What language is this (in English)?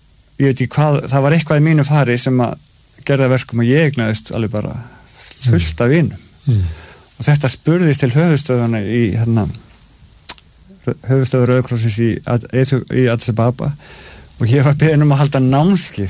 Icelandic